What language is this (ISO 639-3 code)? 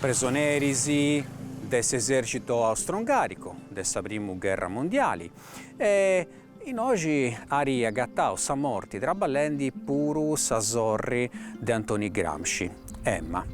srd